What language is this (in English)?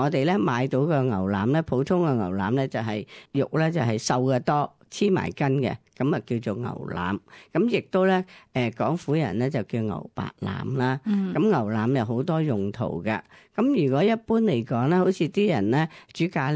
Cantonese